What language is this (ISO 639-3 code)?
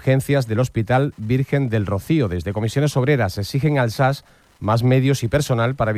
spa